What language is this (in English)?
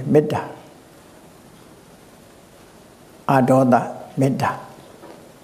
Burmese